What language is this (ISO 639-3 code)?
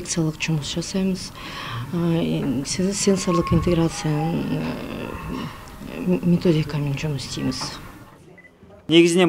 kaz